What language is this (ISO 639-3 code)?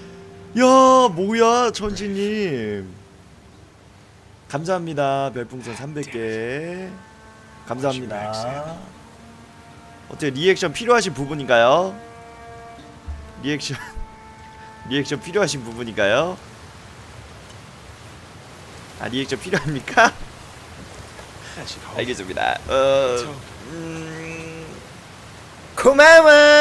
kor